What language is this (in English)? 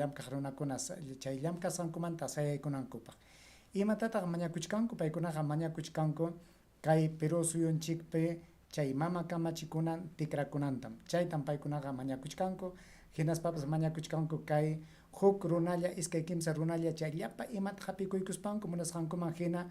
Ayacucho Quechua